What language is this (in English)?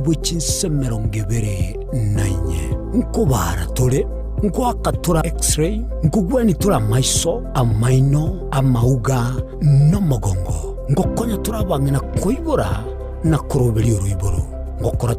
Gusii